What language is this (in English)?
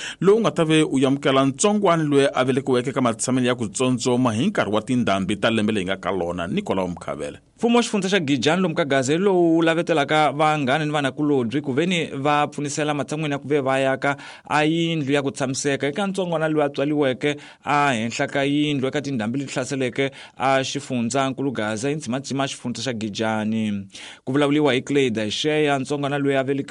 Tsonga